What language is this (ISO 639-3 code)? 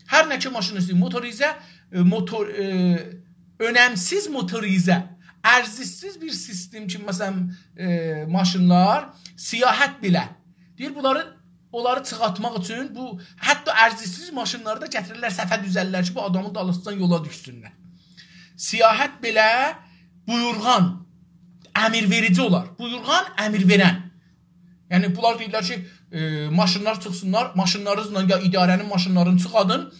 azb